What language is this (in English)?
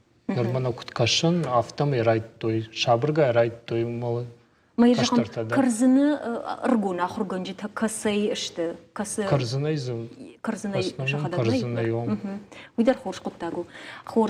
Ossetic